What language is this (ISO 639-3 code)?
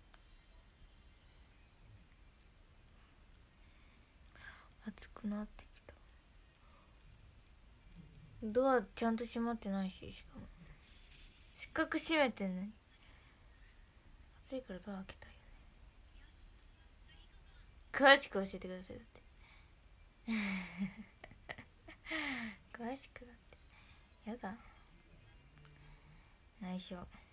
jpn